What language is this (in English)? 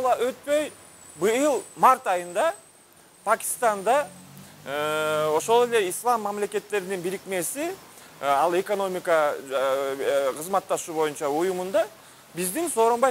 Kyrgyz